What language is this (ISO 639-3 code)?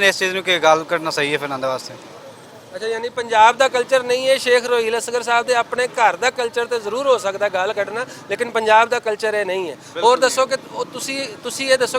lah